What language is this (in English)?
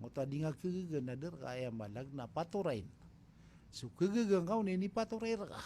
Maranao